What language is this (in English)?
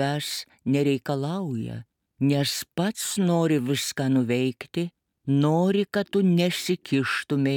Lithuanian